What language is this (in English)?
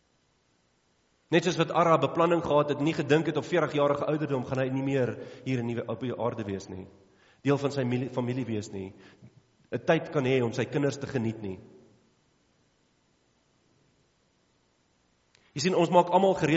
Afrikaans